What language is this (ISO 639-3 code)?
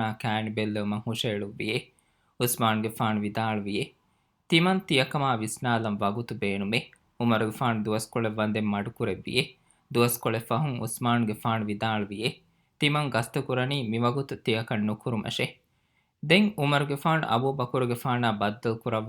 div